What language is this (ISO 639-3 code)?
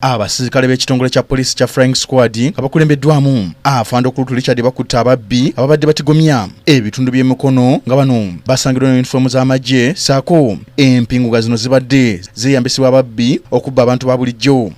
lug